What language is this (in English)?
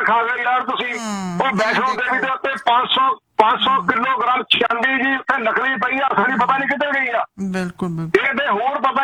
Punjabi